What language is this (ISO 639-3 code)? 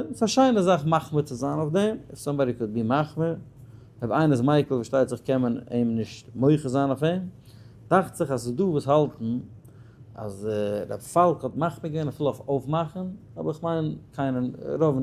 yid